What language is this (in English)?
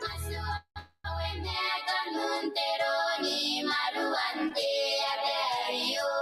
Gilbertese